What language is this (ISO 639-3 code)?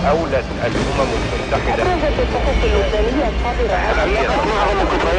ara